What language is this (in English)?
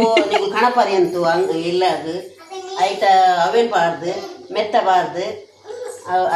Tulu